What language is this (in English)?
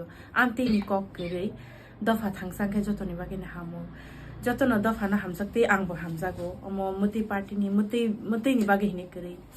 Kok Borok